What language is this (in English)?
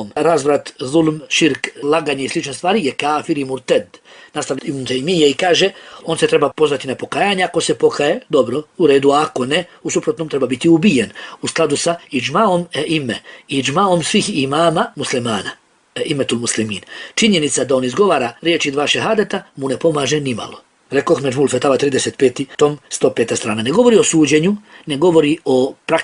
Bosnian